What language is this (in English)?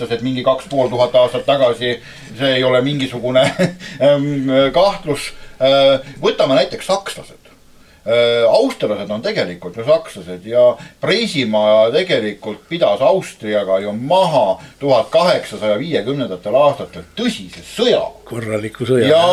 Estonian